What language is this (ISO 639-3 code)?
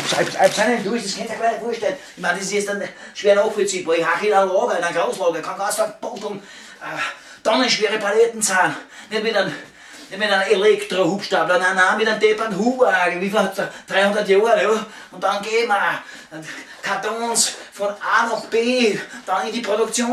bar